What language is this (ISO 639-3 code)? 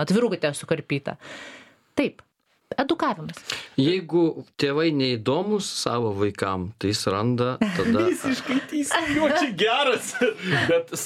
lit